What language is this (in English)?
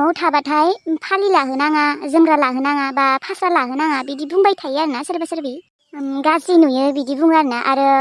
Bodo